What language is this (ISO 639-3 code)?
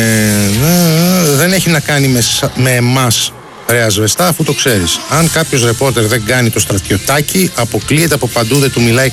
ell